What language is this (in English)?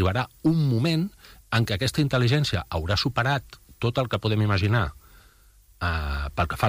Catalan